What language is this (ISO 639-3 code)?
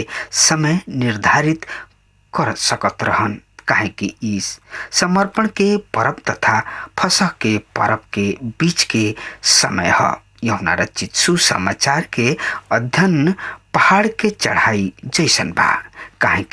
bho